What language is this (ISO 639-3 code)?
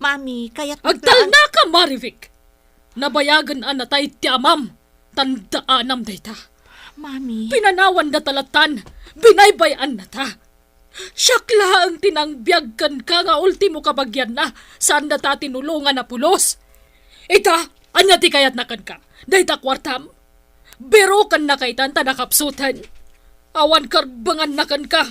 ilo